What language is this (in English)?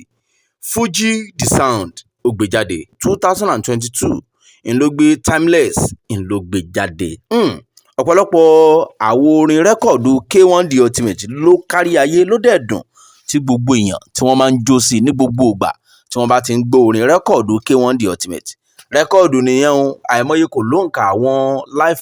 Yoruba